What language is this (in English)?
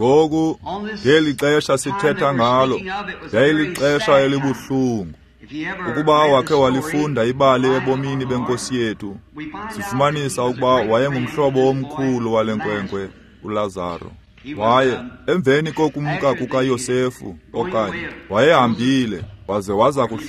Xhosa